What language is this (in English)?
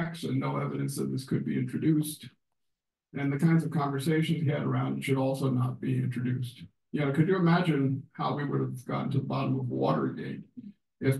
English